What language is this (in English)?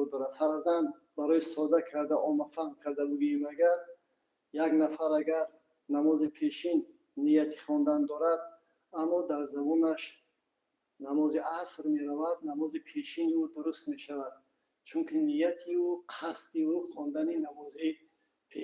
Tajik